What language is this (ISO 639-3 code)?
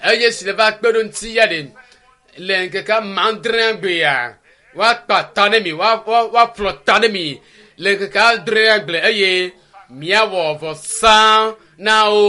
ewe